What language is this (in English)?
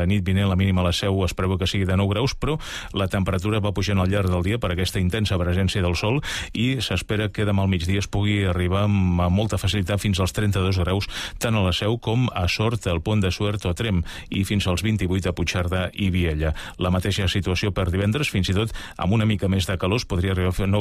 Catalan